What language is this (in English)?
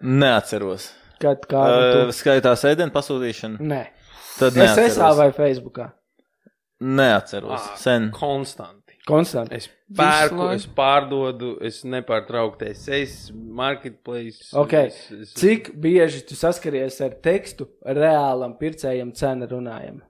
Latvian